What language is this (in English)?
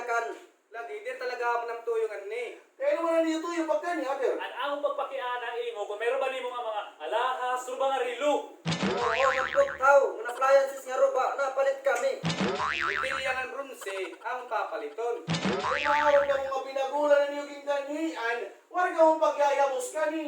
Waray